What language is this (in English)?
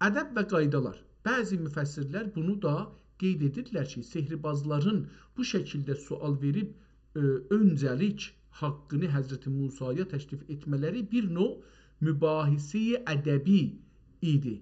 South Azerbaijani